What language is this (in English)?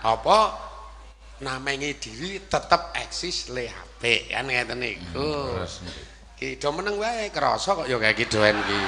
Javanese